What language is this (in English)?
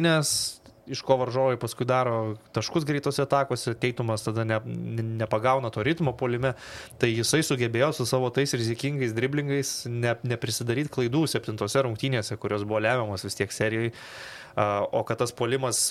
Lithuanian